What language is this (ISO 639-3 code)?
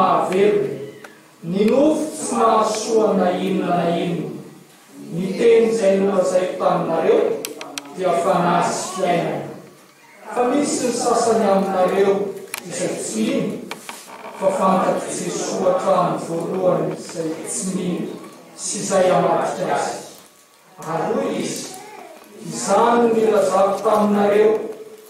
mlg